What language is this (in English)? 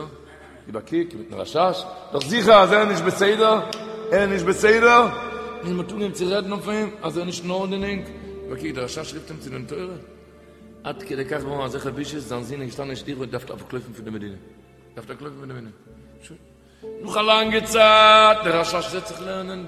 Yiddish